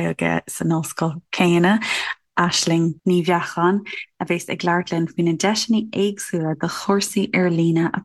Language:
Irish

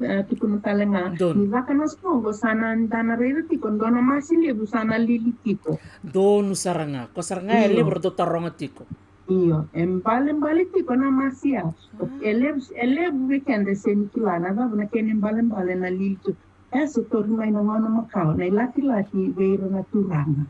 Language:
Fijian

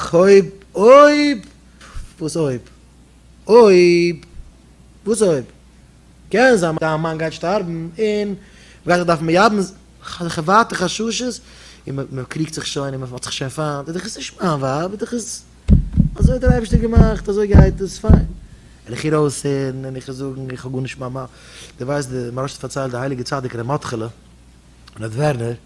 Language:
Yiddish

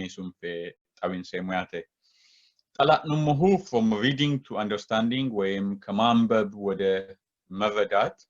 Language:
Sidamo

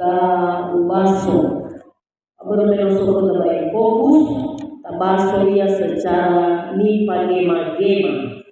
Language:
Nias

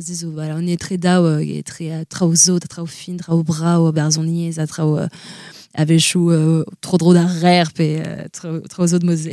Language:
Breton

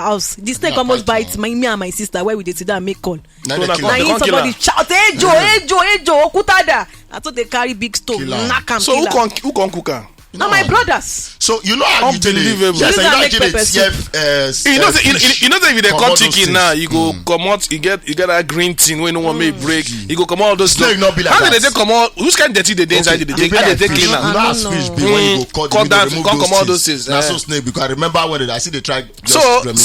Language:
Nigerian Pidgin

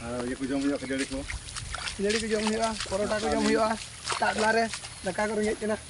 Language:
Santali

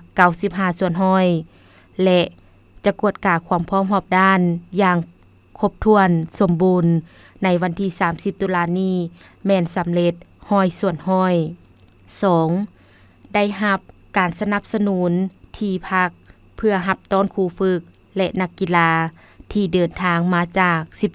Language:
Lao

